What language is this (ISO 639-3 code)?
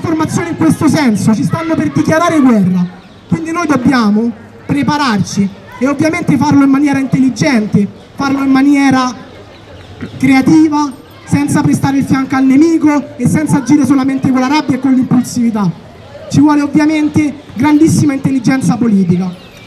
ita